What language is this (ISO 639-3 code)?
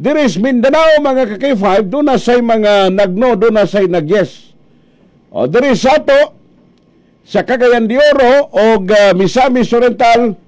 ceb